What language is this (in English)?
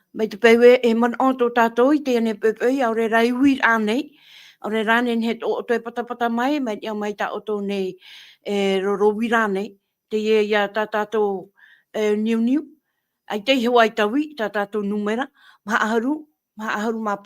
Tahitian